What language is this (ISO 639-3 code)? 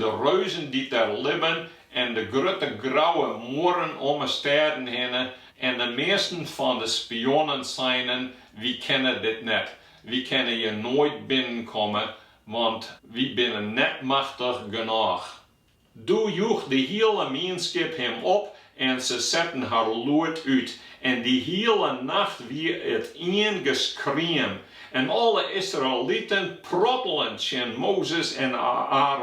fry